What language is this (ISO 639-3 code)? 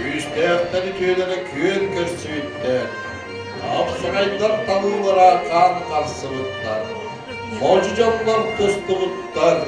sah